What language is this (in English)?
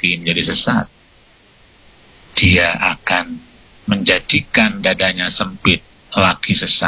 Indonesian